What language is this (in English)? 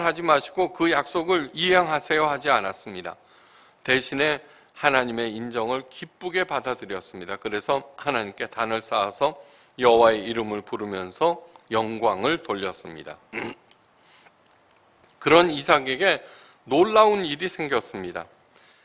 Korean